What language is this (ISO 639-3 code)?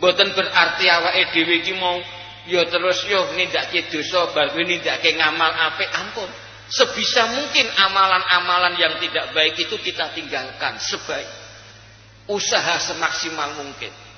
jav